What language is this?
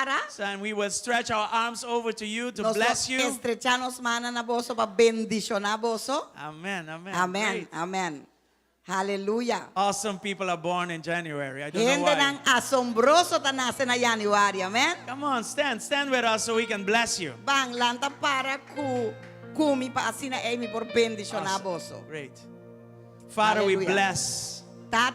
Papiamento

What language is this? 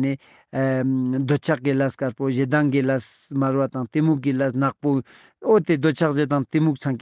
Ladakhi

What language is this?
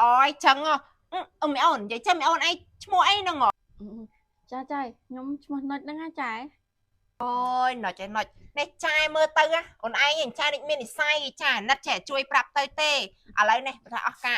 Khmer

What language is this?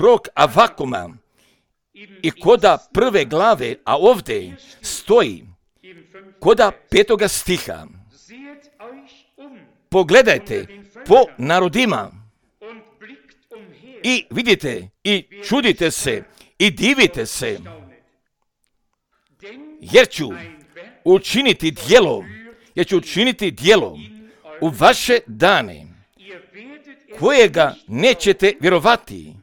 Croatian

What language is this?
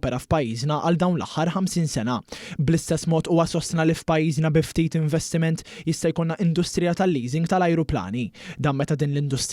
Maltese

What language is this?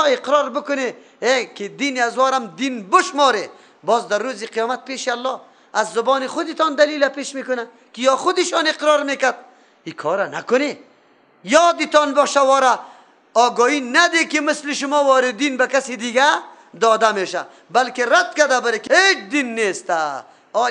Persian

